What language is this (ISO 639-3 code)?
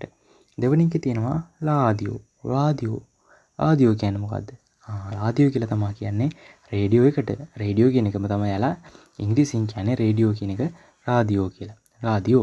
sin